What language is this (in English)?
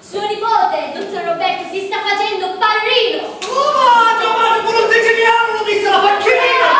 Sicilian